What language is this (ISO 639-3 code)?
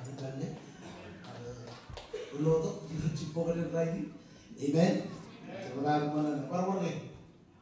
mah